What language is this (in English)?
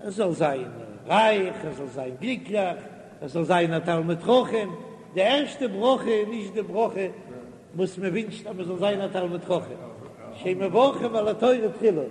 Yiddish